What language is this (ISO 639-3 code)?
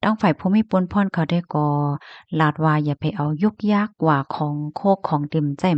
shn